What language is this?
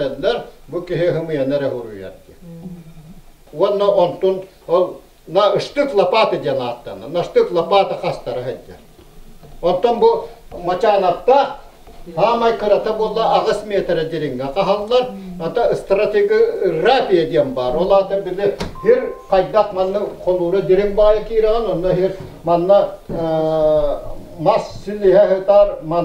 Yakut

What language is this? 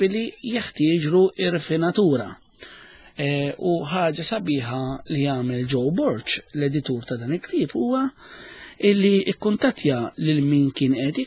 Maltese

